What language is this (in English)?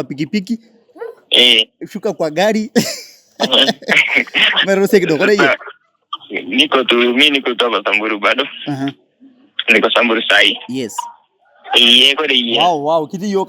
Masai